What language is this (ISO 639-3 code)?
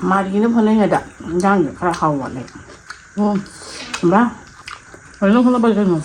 mni